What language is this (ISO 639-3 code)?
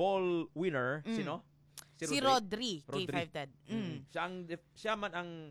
hil